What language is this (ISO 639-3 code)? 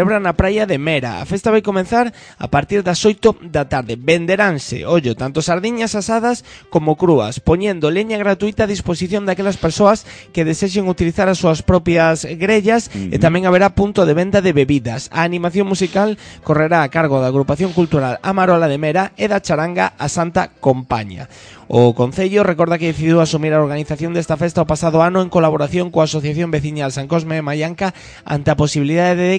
glg